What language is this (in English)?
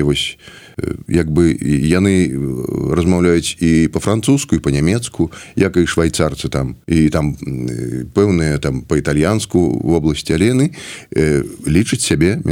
Belarusian